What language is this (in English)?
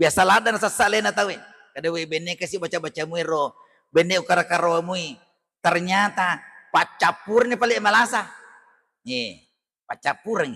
Buginese